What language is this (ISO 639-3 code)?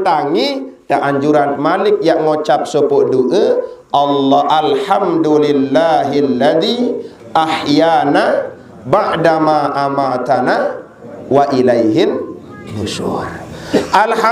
sas